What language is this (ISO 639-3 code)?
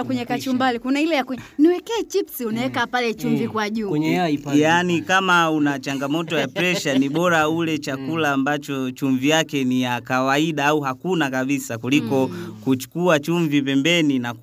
swa